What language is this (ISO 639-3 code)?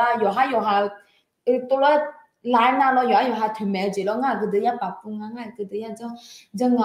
ahk